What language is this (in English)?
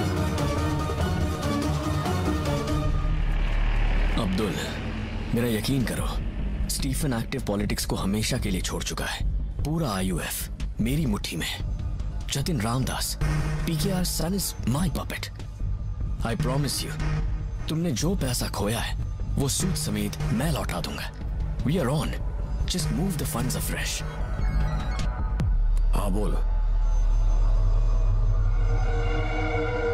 Hindi